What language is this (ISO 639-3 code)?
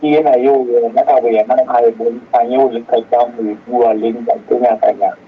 sot